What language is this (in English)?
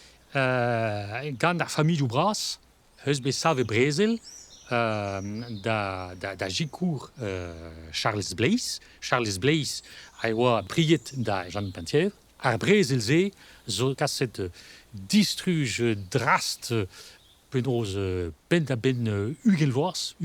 Breton